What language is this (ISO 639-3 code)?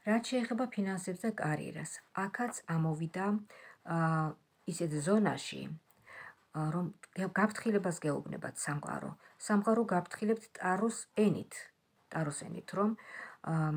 kat